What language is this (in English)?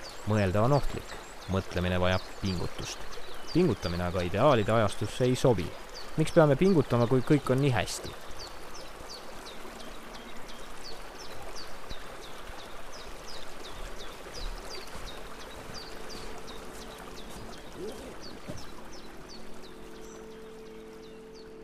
Estonian